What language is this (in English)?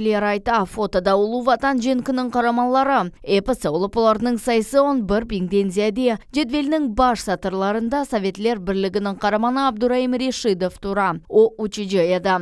Crimean Tatar